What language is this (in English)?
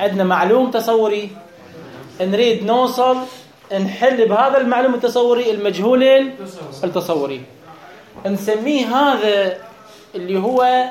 Mesopotamian Arabic